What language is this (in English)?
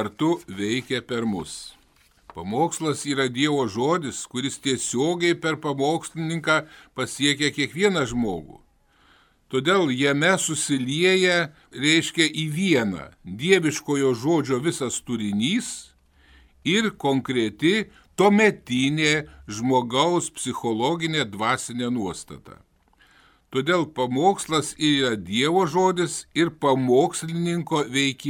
Lithuanian